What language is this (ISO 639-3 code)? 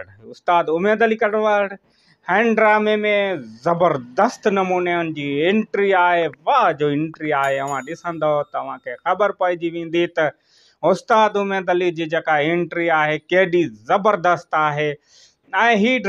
snd